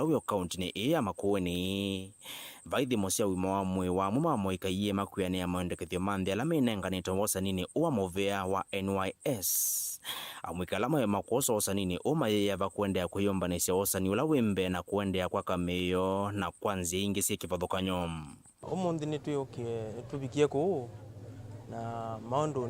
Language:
Kamba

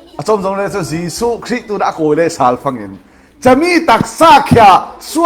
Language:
Falam Chin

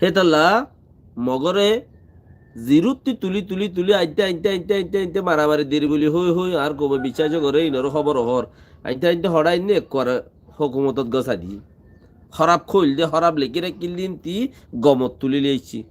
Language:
Rohingya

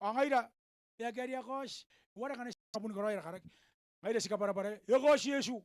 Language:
Gilbertese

